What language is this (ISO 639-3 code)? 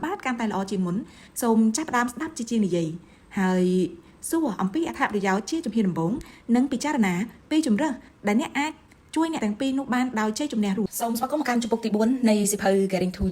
khm